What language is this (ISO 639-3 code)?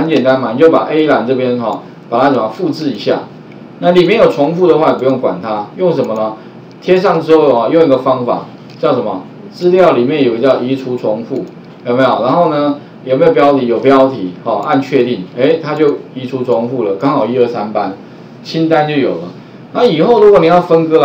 zho